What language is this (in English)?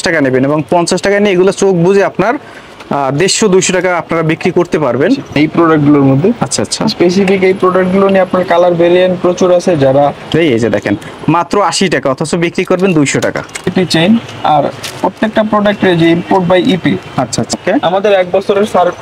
Bangla